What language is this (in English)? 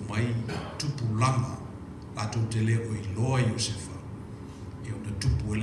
Samoan